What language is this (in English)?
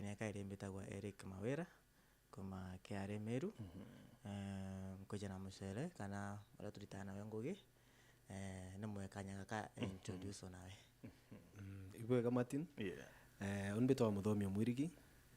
Meru